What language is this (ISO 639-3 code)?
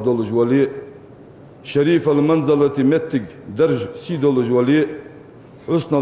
inh